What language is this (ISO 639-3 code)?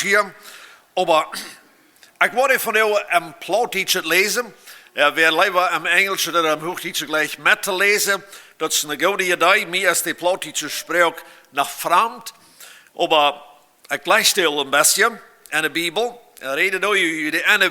pdt